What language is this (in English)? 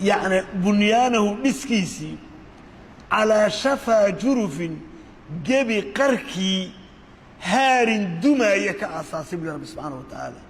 Somali